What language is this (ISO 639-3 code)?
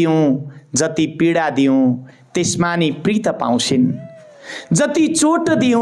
nep